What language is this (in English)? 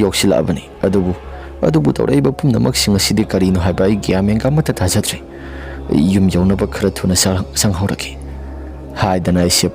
Manipuri